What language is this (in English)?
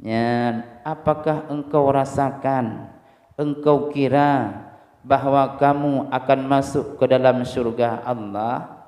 Achinese